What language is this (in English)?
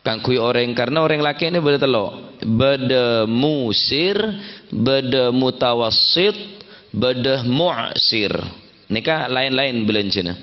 Madurese